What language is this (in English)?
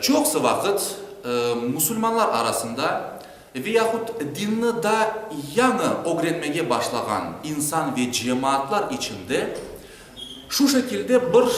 Crimean Tatar